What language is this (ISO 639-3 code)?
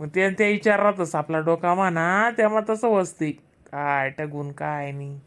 khn